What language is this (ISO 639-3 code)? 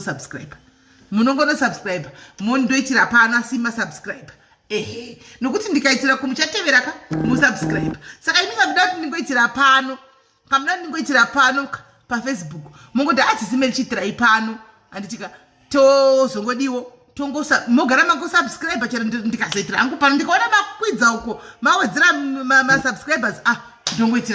sna